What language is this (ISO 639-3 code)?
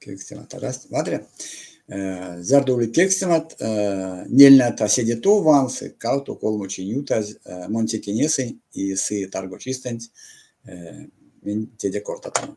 myv